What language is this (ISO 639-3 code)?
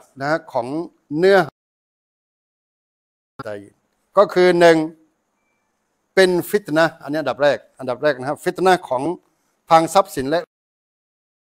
tha